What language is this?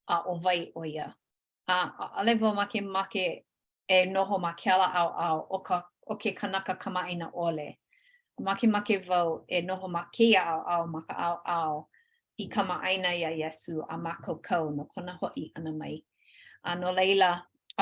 Hawaiian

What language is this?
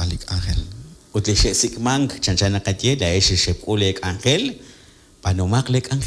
Kekchí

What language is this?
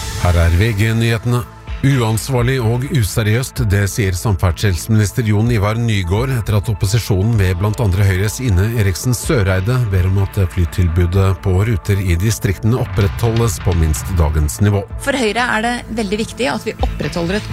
Norwegian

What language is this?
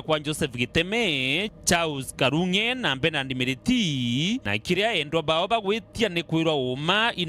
Meru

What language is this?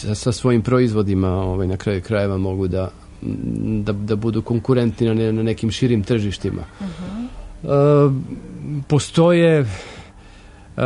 Serbian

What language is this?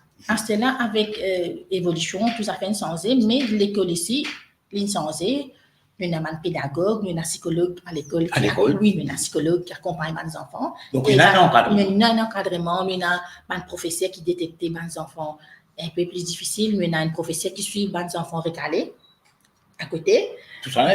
Morisyen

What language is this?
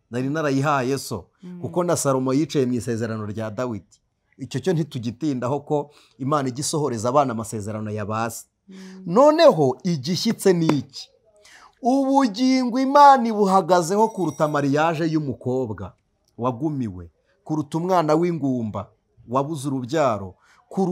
Kinyarwanda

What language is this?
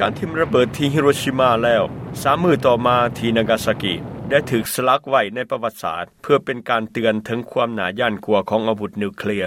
Lao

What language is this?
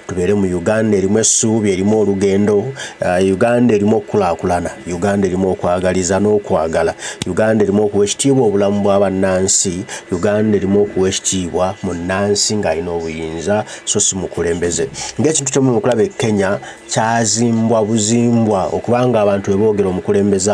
Ganda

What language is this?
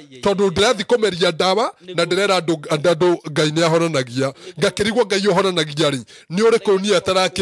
Kikuyu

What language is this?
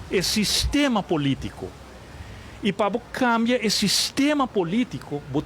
Papiamento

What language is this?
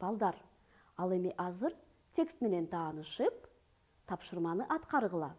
Kyrgyz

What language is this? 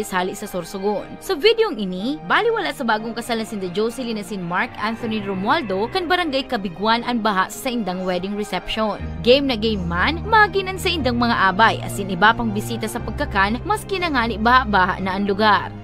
Bikol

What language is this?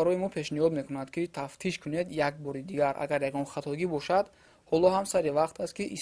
Tajik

